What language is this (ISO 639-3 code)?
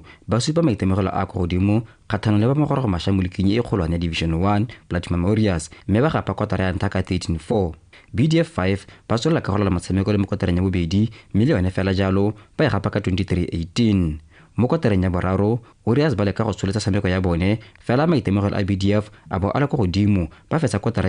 tsn